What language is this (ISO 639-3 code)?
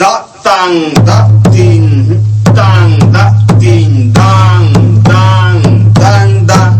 sat